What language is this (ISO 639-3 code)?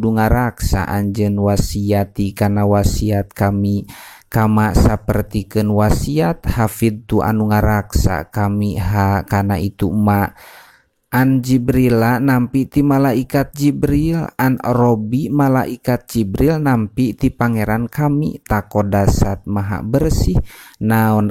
sun